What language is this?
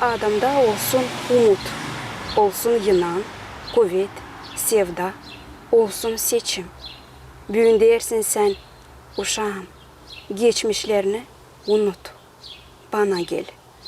Gagauz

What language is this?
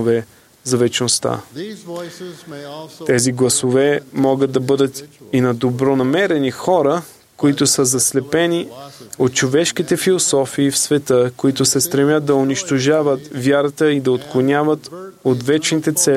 Bulgarian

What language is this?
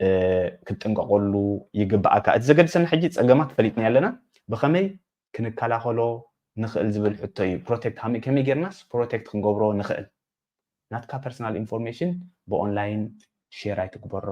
Tigrinya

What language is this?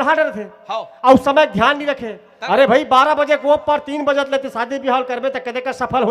Chhattisgarhi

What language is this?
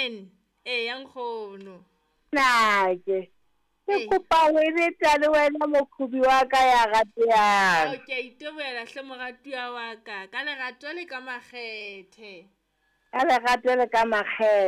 Southern Sotho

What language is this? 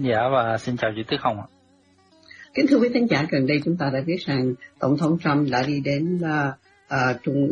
Vietnamese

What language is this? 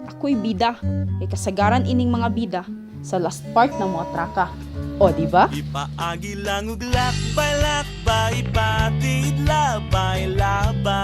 Cebuano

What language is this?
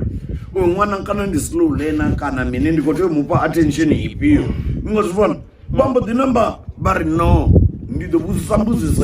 Venda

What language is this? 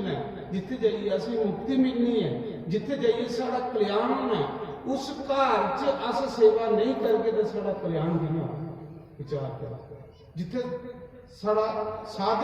Dogri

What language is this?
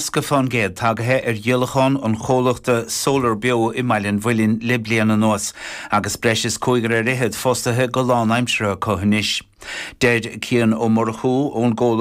Irish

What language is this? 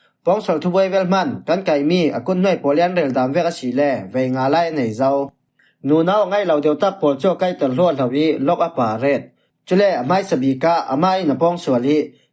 Falam Chin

